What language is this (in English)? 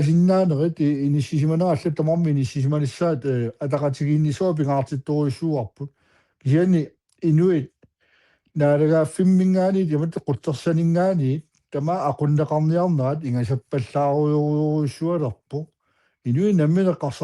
Kalaallisut